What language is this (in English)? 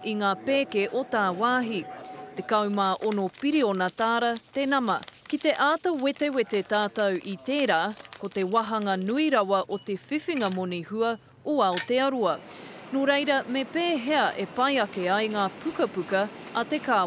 Māori